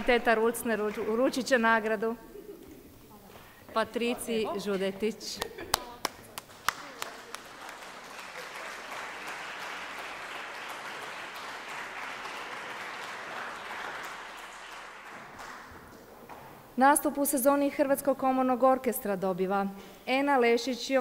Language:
Croatian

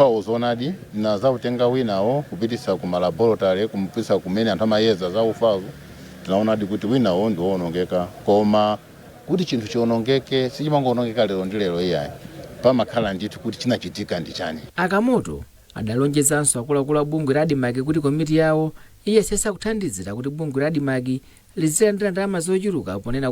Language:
Nyanja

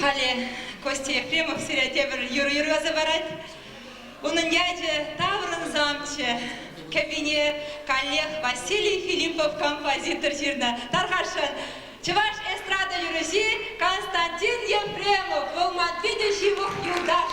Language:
Chuvash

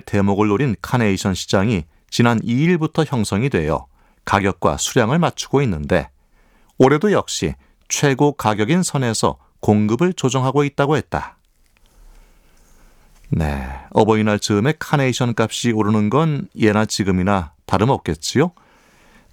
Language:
Korean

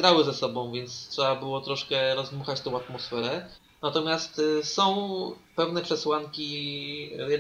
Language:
Polish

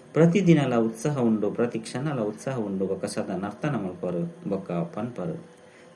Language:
Tulu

